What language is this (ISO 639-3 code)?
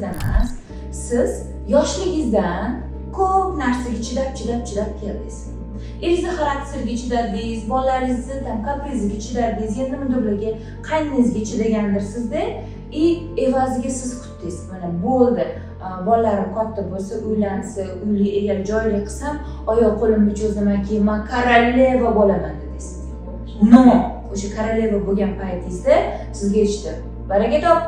uzb